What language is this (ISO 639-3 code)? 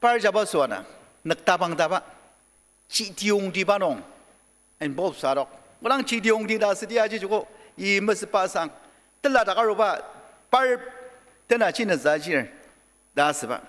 njo